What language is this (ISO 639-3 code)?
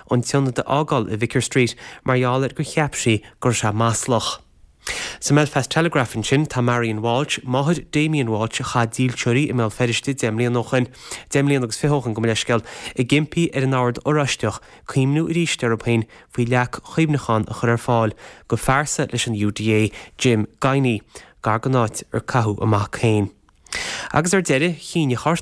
gle